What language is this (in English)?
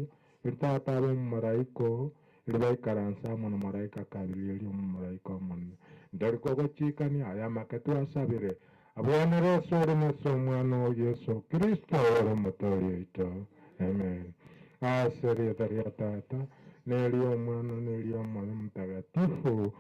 Gusii